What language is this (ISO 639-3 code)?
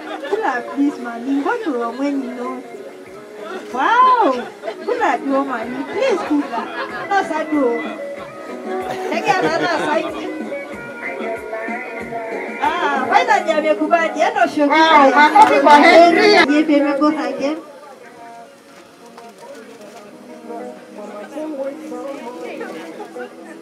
swa